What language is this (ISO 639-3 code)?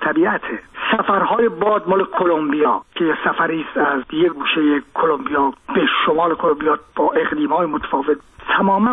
fas